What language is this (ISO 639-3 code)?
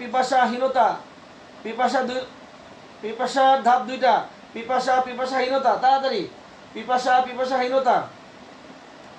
ben